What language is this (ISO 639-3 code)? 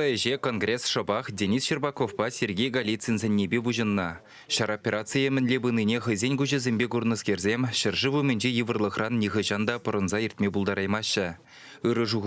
chv